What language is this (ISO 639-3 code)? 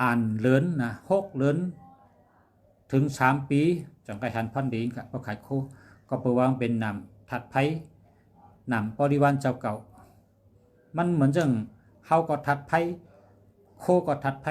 shn